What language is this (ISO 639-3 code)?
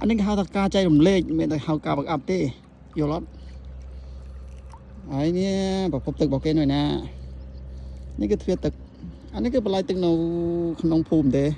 khm